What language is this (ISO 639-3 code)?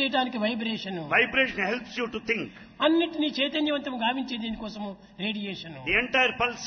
tel